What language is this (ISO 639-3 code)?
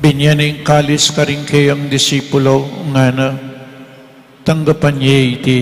pam